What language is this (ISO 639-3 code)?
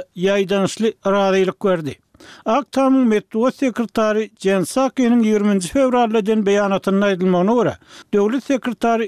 tuk